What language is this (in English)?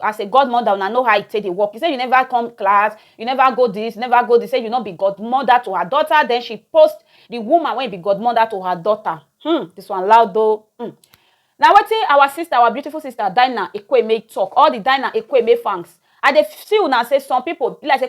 Nigerian Pidgin